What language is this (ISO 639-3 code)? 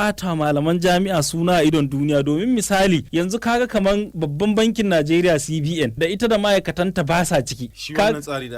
hau